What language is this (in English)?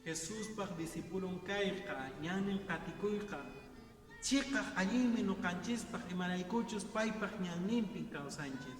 Quechua